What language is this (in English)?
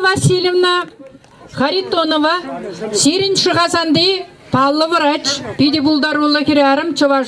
Chuvash